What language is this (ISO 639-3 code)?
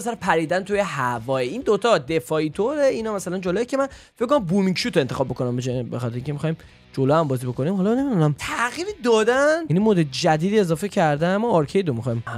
fas